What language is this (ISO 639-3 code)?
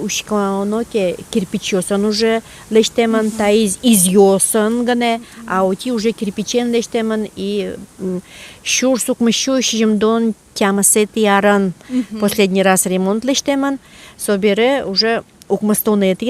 udm